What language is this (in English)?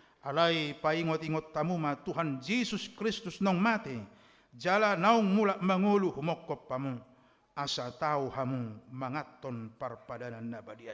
Batak Toba